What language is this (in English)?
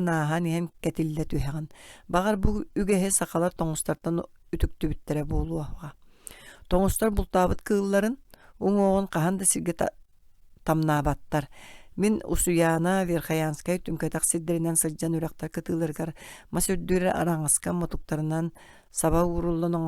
Yakut